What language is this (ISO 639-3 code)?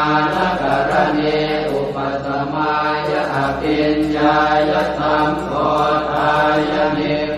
pli